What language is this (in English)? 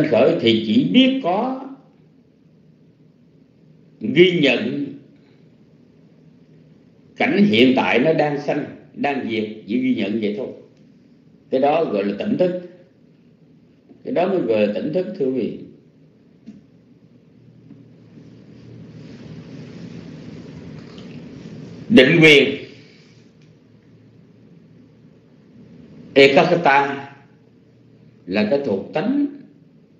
Vietnamese